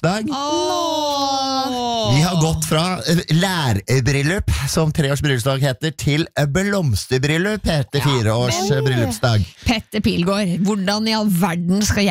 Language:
Norwegian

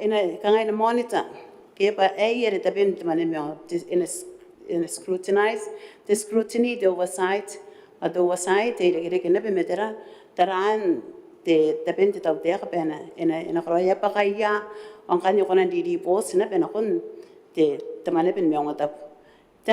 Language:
Gilbertese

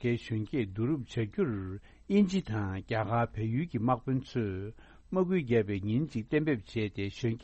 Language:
Tibetan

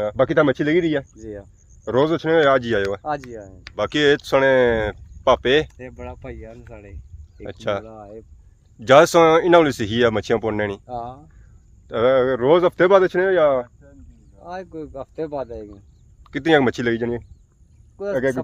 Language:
Pahari-Potwari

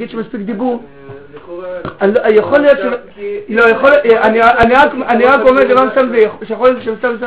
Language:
Hebrew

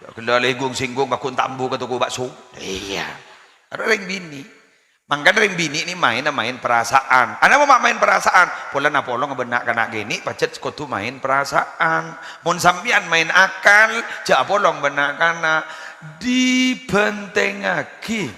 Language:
Madurese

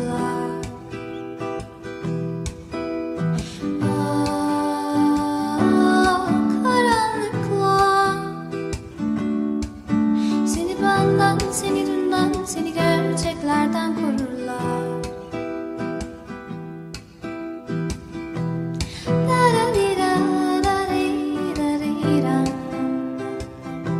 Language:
Turkish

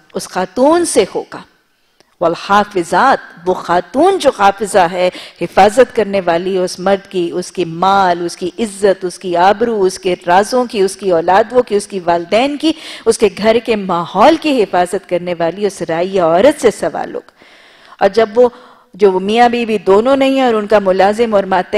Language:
Urdu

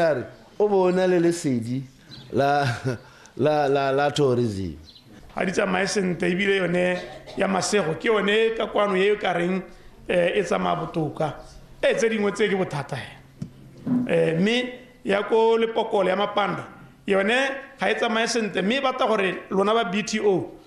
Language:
Tswana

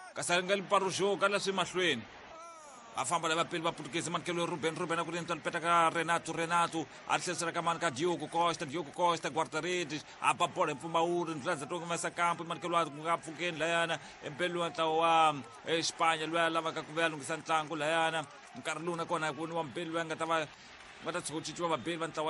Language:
Tsonga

